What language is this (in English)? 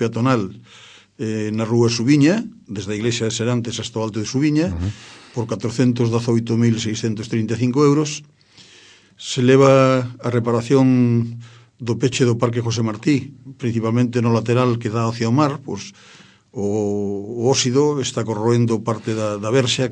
Galician